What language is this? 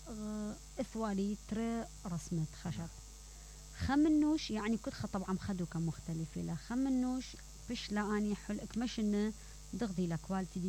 Mesopotamian Arabic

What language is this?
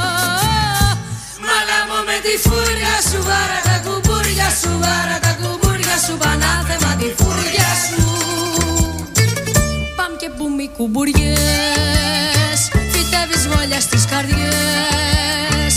Greek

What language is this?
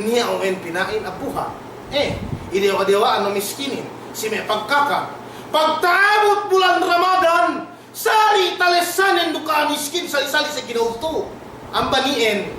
Yakan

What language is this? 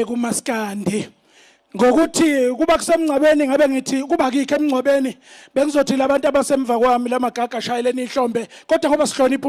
Zulu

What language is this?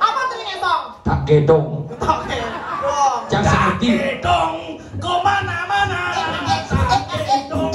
Balinese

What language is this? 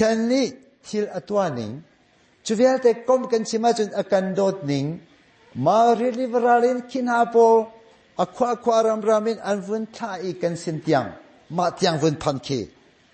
Hakha Chin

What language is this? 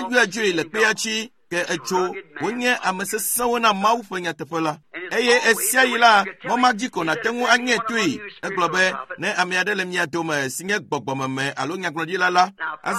Ewe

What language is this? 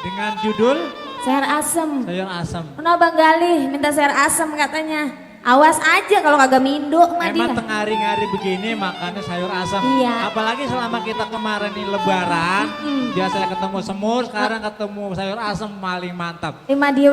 Betawi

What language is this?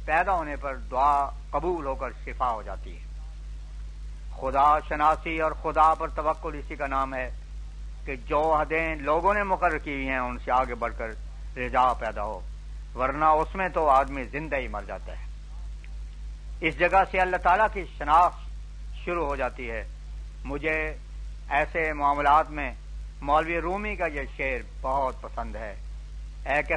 Urdu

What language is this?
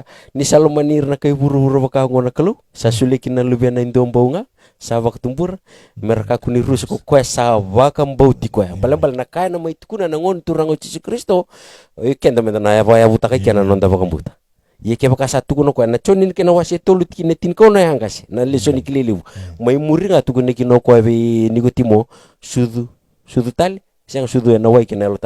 Fijian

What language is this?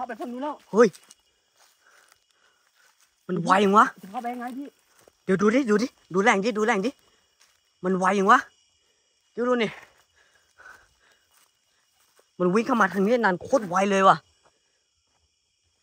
Thai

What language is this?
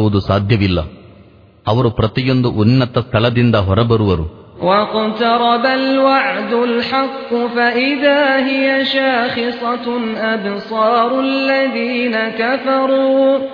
Kannada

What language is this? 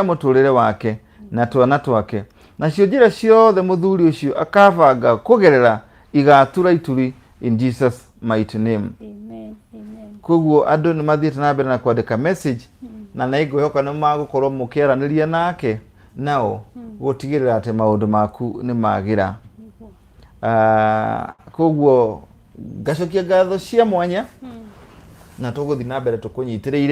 Kikuyu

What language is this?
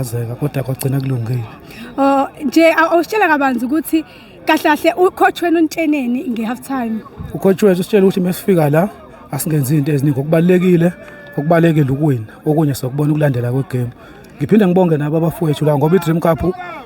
Zulu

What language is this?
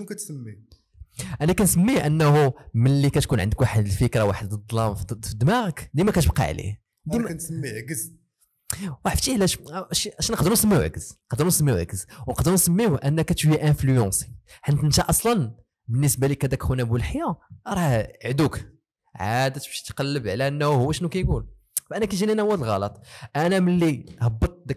Moroccan Arabic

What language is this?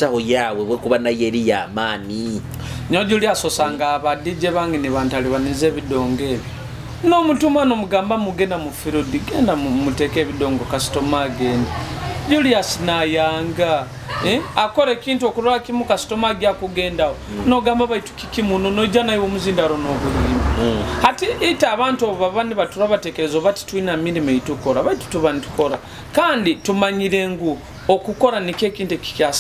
Nyoro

